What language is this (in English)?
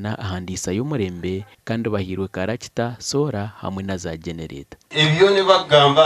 Nyankole